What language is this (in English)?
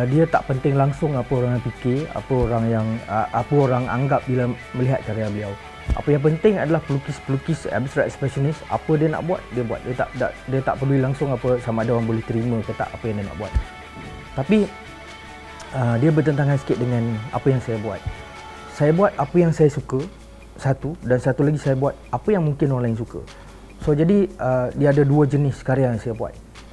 Malay